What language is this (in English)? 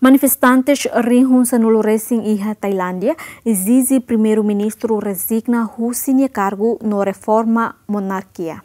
Tetum